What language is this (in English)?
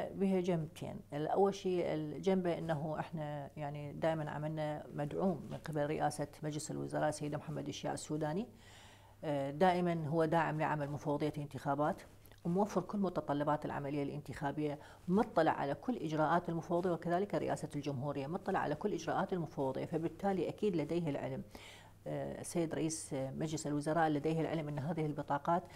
Mesopotamian Arabic